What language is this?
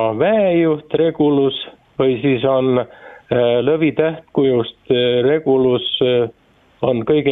Estonian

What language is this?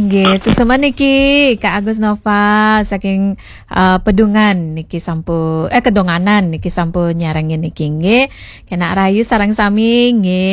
Balinese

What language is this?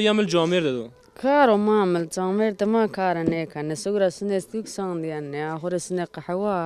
Zaza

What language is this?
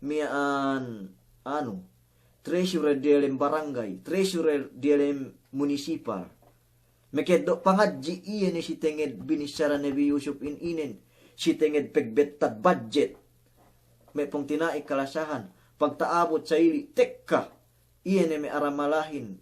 Yakan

